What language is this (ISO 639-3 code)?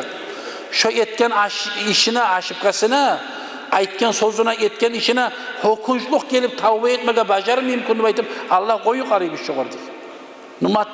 kum